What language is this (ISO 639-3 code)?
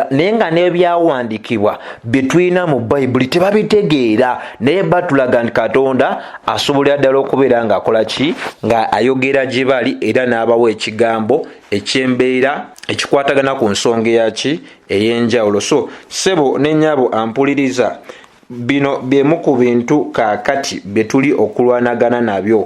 lug